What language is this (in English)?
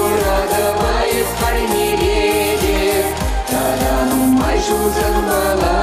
Chuvash